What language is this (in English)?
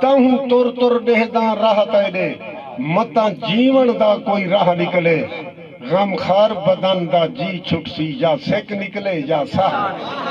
Saraiki